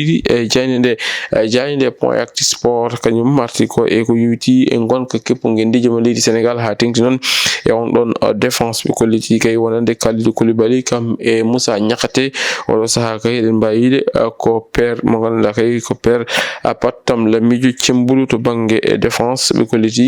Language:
Fula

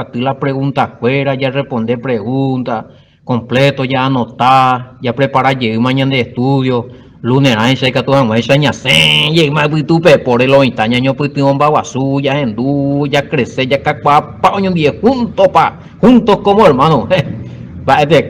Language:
Guarani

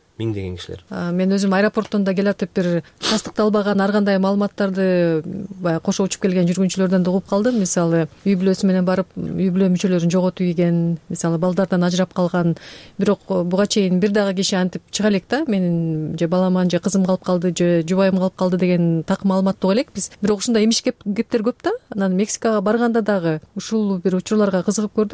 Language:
Kyrgyz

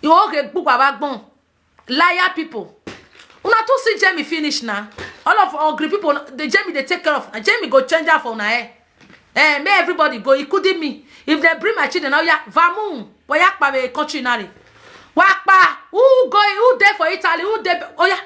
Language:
Nigerian Pidgin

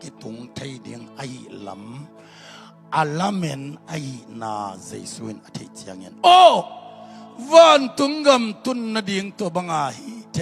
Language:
Tedim Chin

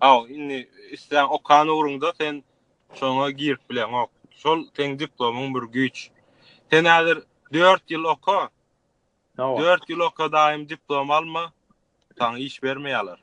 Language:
Turkmen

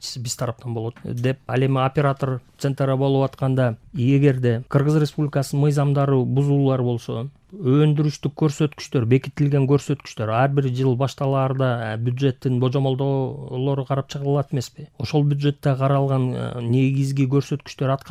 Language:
Kyrgyz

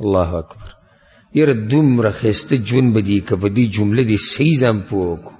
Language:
Pashto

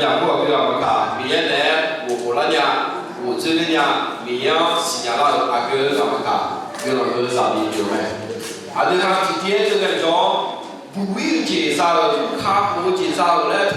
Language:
Akha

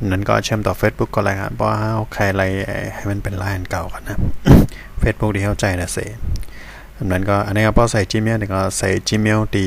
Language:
Shan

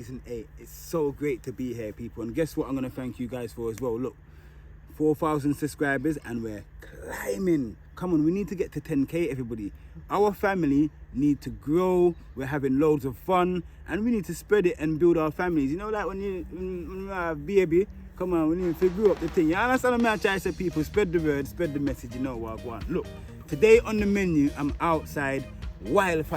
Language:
Jamaican Creole English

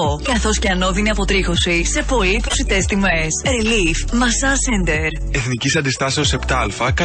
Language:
Greek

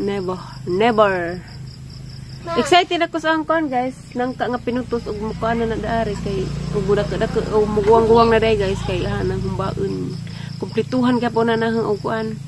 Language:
Cebuano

